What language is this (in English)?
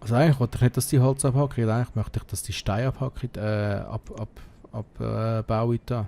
Swiss German